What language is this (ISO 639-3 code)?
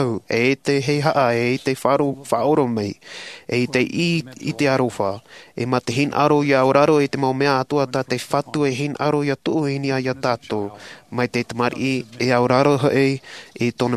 tah